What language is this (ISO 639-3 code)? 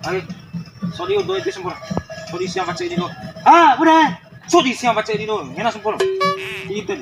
bhp